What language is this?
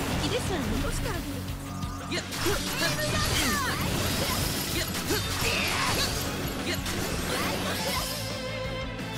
Japanese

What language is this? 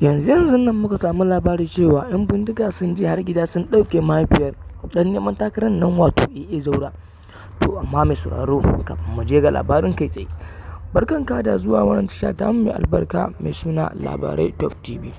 Hausa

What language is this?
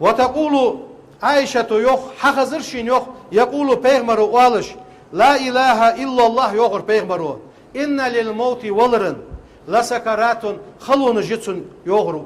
Ingush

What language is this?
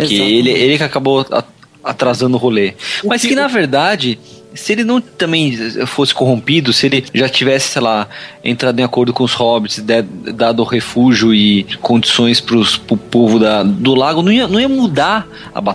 Portuguese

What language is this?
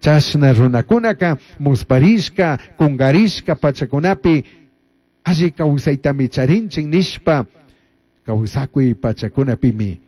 Chimborazo Highland Quichua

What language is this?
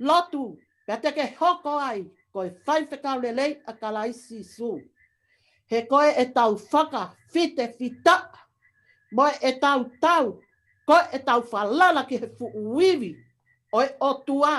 Tongan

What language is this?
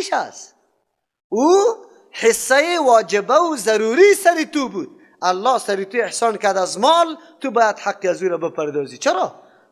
Persian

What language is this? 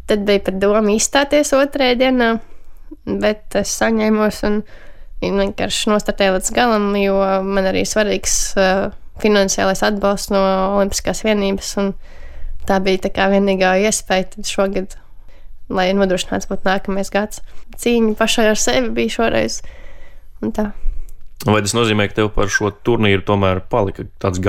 Latvian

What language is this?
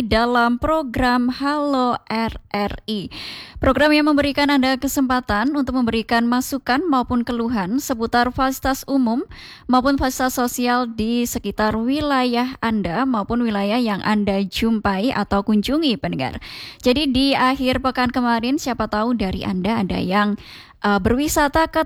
Indonesian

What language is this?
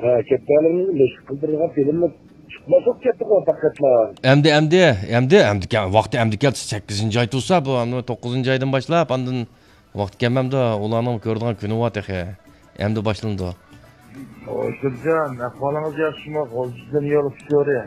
Uyghur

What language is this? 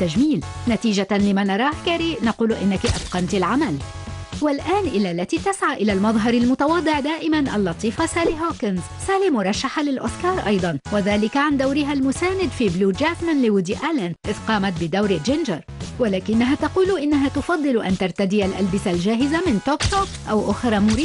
Arabic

